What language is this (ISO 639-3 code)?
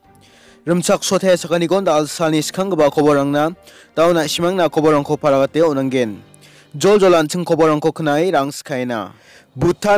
grt